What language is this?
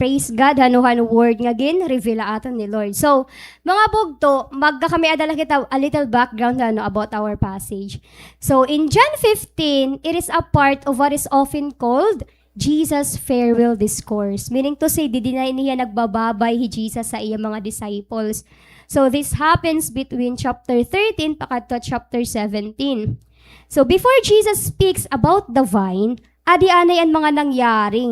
Waray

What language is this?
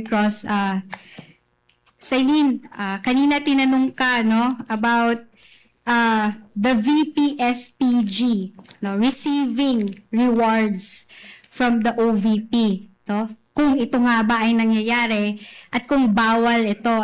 Filipino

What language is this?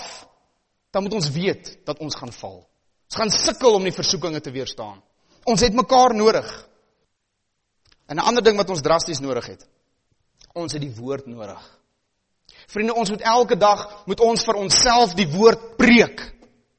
Afrikaans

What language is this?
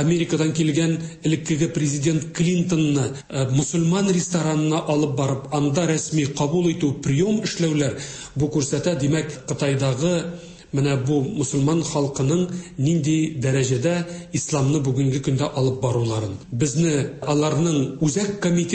Tatar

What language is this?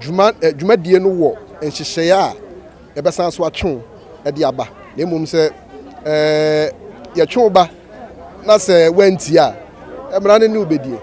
Akan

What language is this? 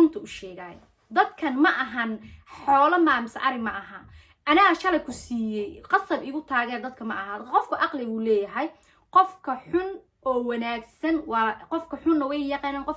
Somali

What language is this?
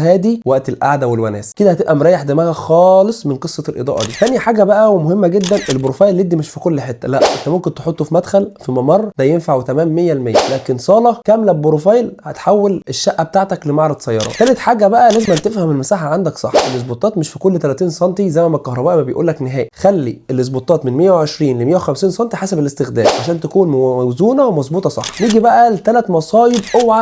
Egyptian Arabic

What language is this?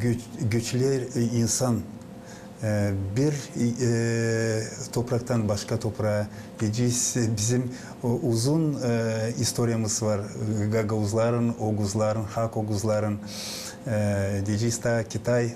Gagauz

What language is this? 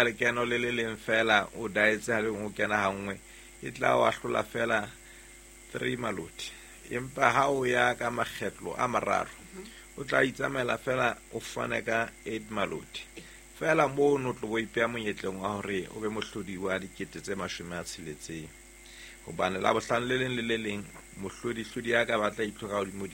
Southern Sotho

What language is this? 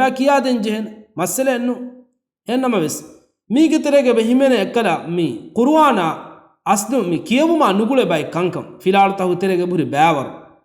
Divehi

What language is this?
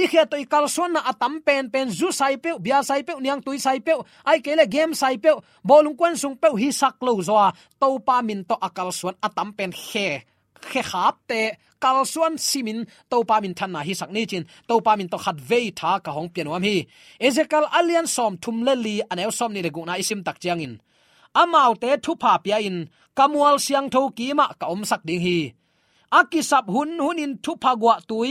Tedim Chin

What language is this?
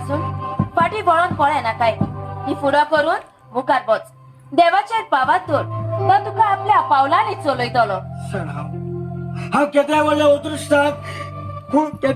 Konkani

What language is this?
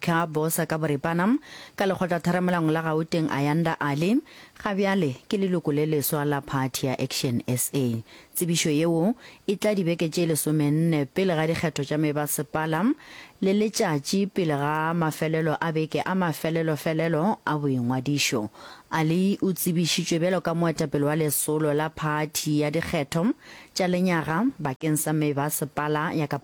Northern Sotho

